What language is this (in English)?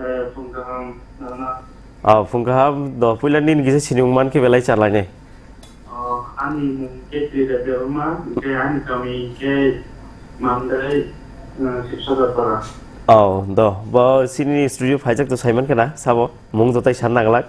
Kok Borok